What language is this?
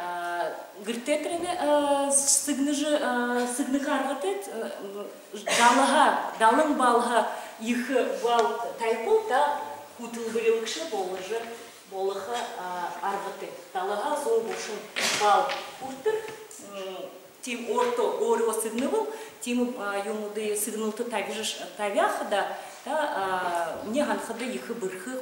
Buriat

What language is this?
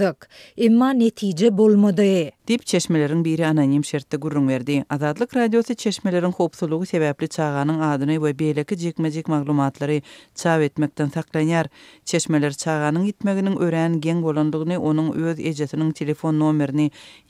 Turkmen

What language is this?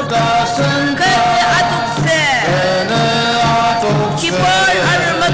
Ao Naga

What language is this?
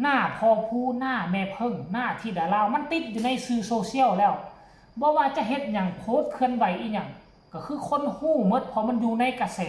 Northeastern Thai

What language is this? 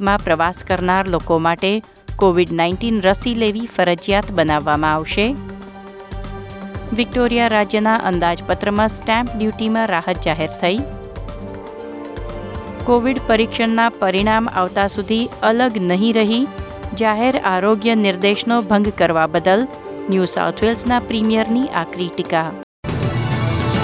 Gujarati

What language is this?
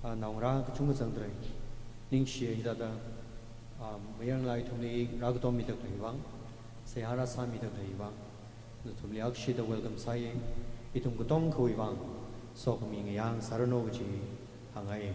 Tangkhul Naga (India)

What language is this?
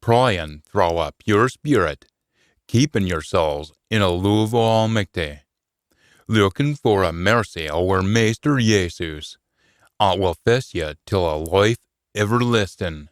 Scots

